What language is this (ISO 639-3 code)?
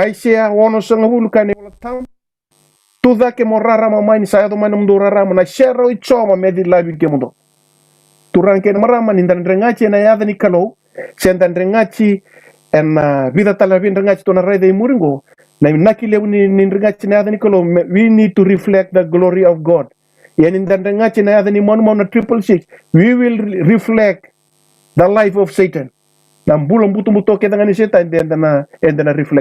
fij